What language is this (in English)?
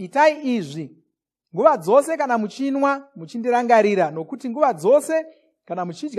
Shona